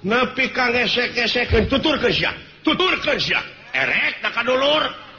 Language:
Sundanese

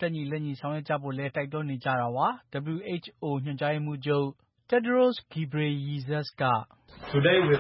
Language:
Burmese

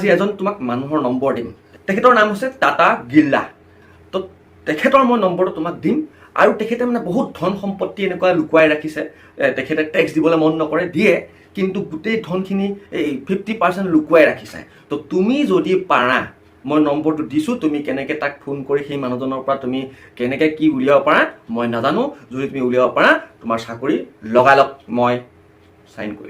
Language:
Assamese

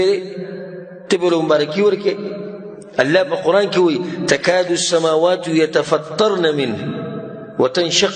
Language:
Pashto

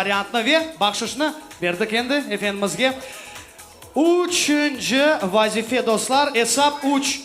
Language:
Crimean Tatar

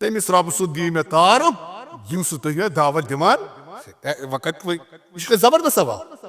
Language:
Kashmiri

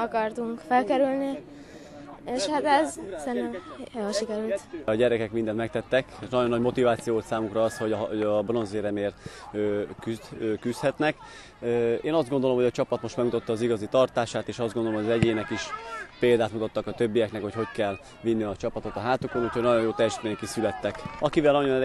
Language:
Hungarian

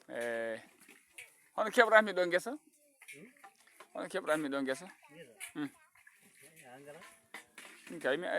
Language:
Fula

